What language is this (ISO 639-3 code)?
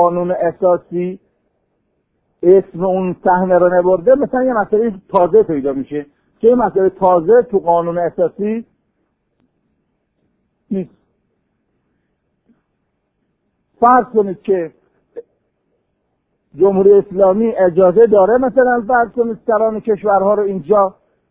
fas